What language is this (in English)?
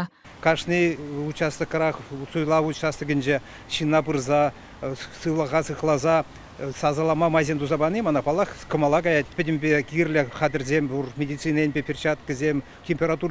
Chuvash